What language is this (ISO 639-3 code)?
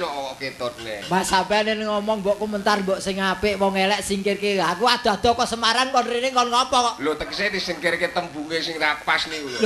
jav